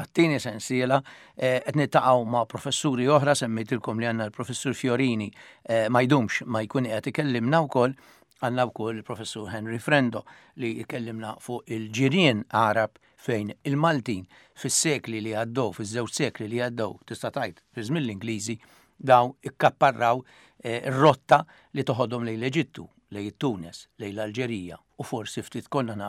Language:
Maltese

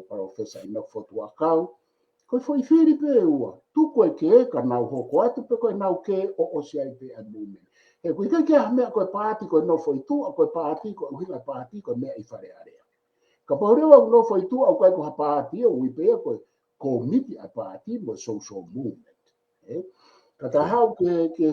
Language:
Tongan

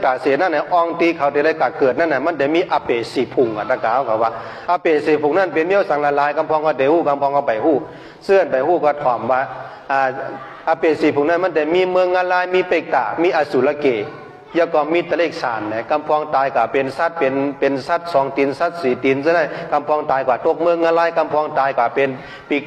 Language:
Shan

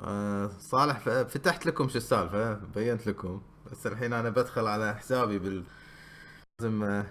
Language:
Gulf Arabic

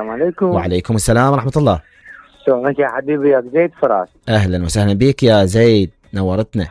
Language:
Mesopotamian Arabic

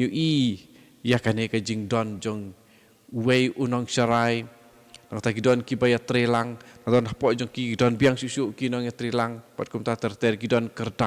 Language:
Khasi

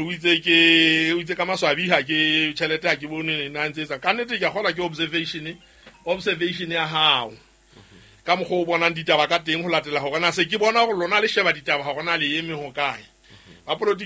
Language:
Southern Sotho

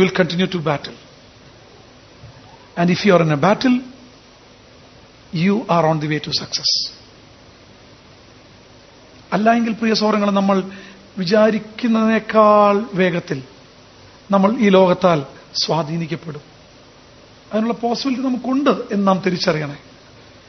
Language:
Malayalam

